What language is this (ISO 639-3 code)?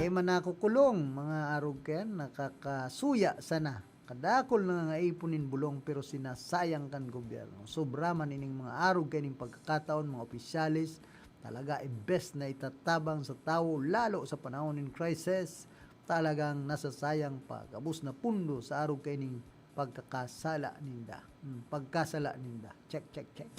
bik